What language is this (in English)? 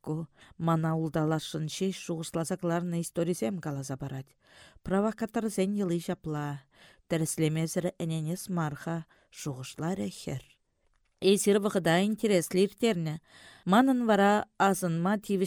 Chuvash